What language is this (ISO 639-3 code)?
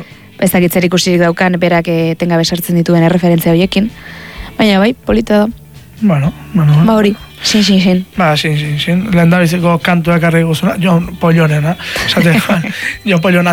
eus